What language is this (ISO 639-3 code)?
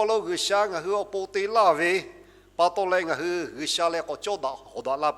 lhu